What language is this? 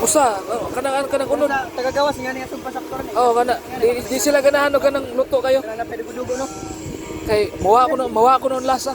Cebuano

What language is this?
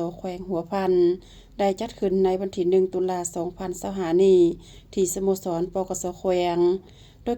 Lao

